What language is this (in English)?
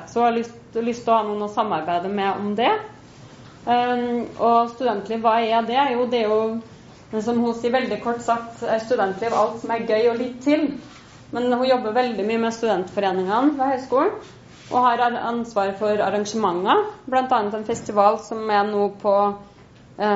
Norwegian